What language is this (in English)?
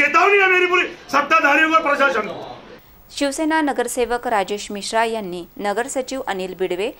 Marathi